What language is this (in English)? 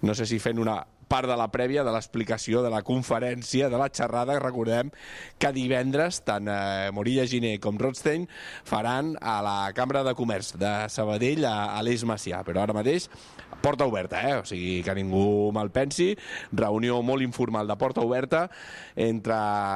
Catalan